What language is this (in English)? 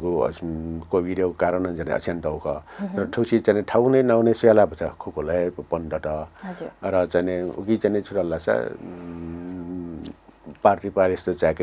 Newari